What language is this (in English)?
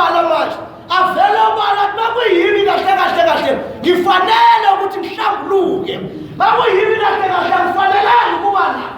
Zulu